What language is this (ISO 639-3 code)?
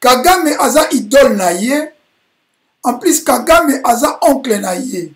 lin